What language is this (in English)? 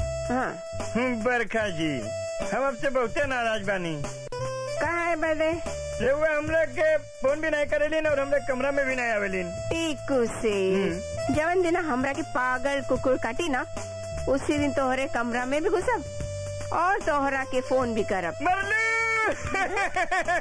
Bhojpuri